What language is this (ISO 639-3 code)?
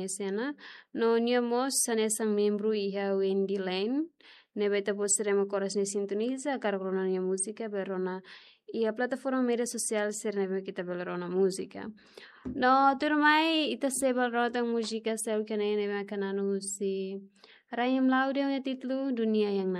tet